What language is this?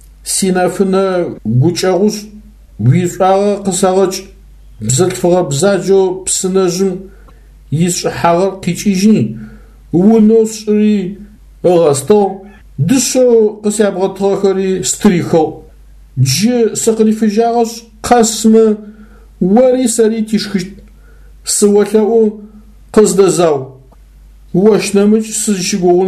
Adyghe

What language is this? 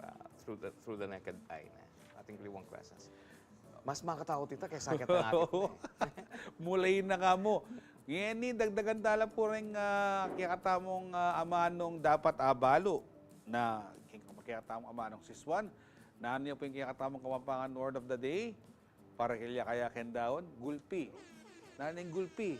Pampanga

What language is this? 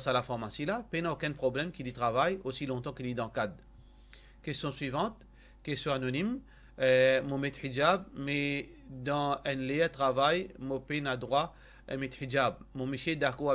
Morisyen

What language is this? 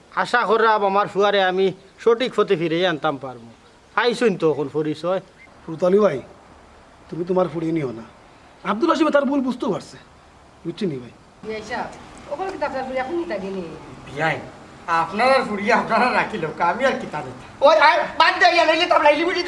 Sylheti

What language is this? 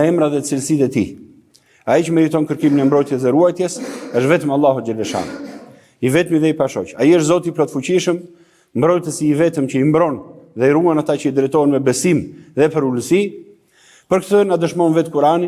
Albanian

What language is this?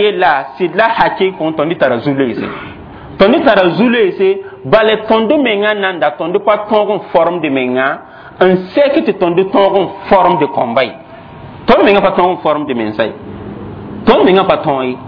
Mossi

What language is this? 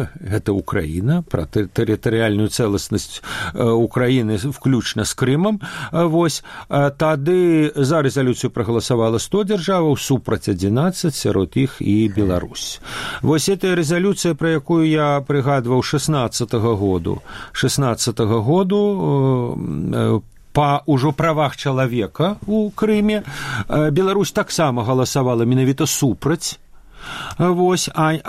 Belarusian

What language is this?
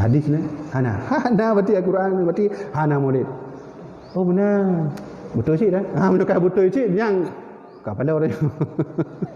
Achinese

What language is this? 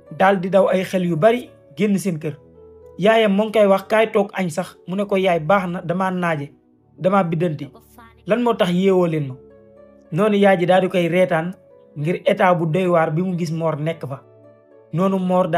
Wolof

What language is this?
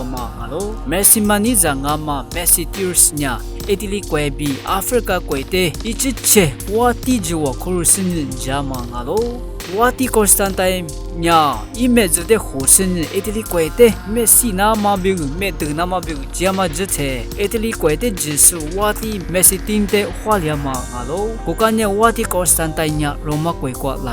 Lisu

